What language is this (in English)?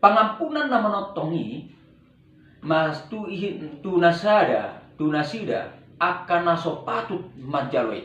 Batak Toba